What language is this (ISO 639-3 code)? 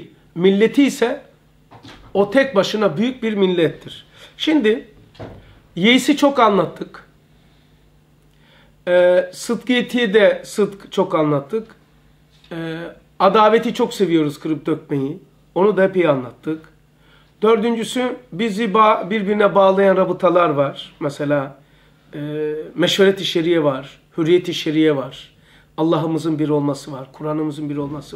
tur